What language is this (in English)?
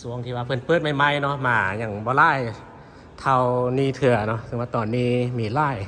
Lao